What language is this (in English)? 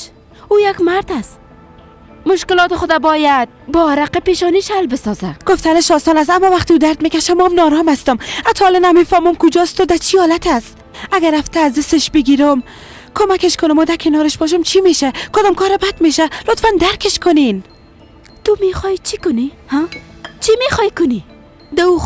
Persian